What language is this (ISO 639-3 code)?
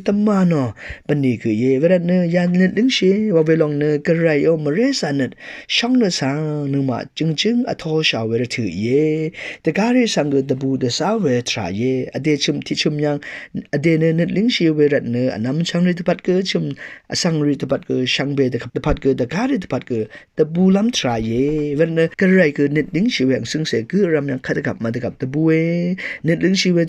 raw